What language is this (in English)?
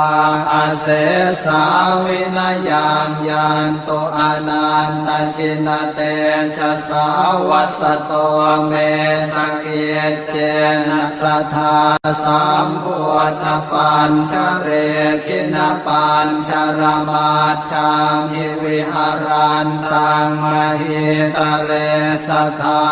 Pali